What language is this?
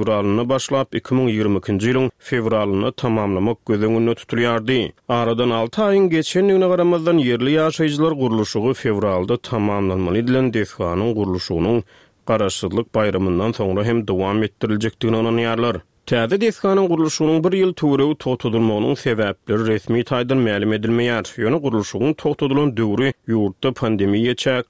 Turkmen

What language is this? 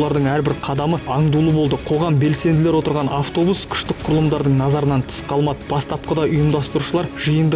Kazakh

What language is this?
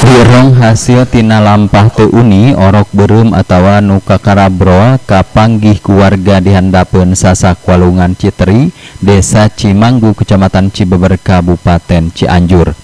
Sundanese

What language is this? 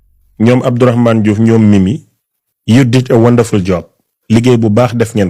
Wolof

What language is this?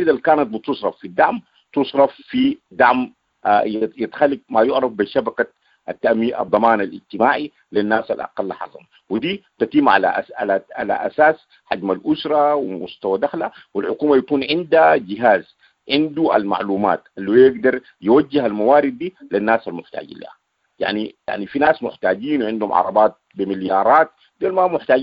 Sudanese Arabic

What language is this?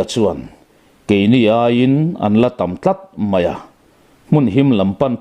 Mizo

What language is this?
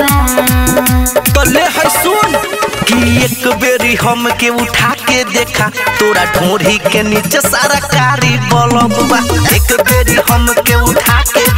Bhojpuri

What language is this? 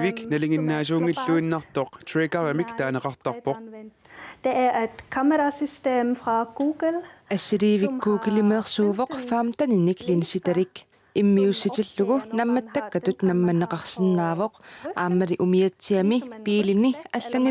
Kalaallisut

